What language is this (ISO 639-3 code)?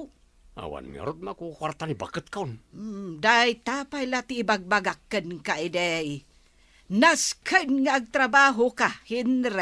ilo